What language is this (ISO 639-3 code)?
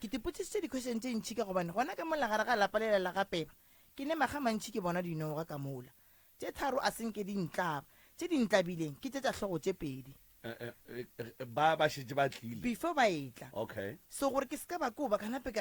nso